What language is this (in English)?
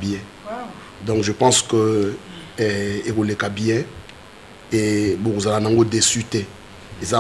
Lingala